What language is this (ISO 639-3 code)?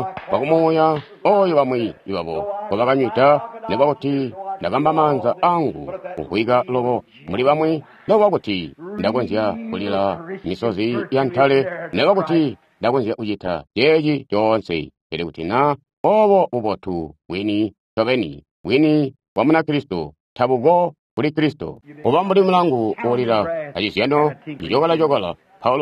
toi